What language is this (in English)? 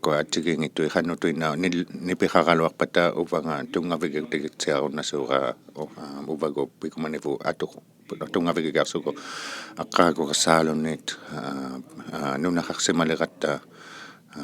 Inuktitut